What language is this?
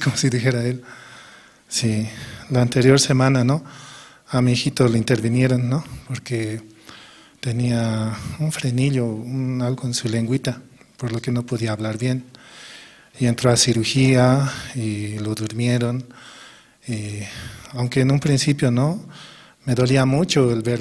Aymara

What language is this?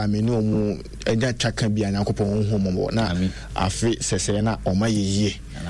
Akan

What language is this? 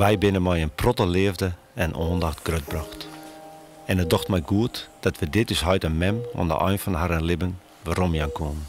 Western Frisian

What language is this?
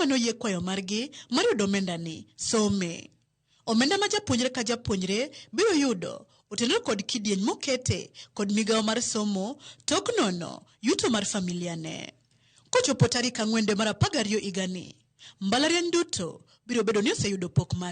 Luo (Kenya and Tanzania)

